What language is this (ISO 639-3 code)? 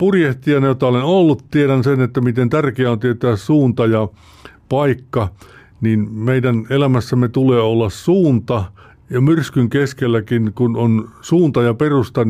fin